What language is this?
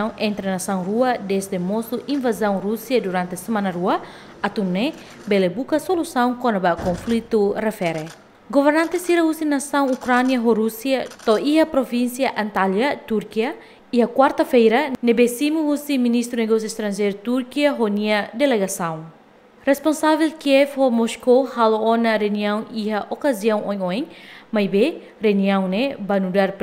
Tetum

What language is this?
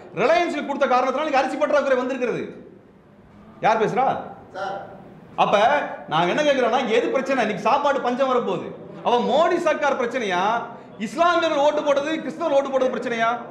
Tamil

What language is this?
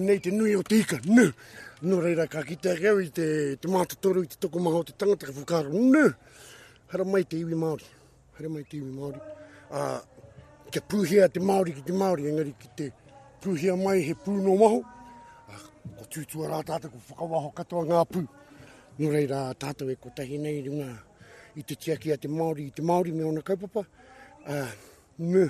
Māori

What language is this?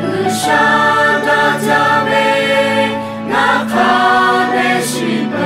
Lahu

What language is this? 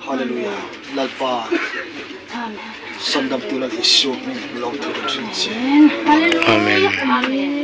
Hmar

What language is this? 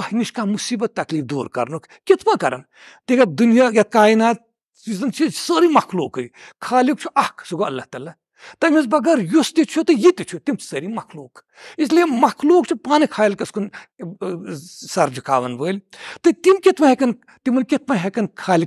Kashmiri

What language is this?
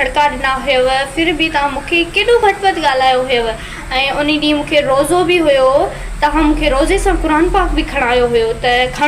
Sindhi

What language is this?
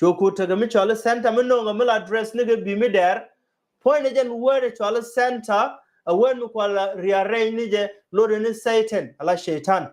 Nuer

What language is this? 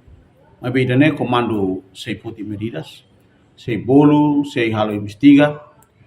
Tetum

